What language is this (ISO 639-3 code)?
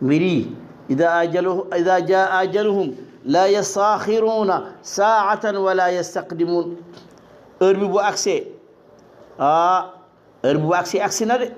wol